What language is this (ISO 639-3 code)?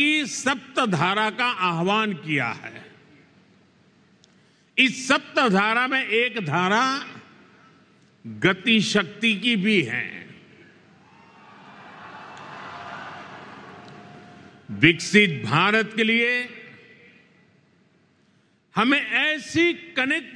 hin